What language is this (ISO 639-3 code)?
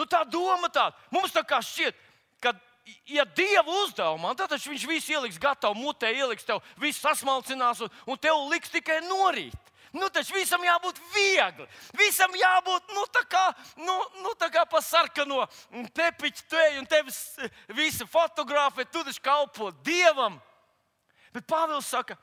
lav